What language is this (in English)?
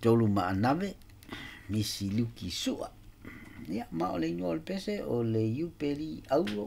Samoan